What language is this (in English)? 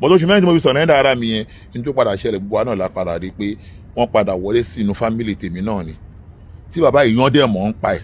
Yoruba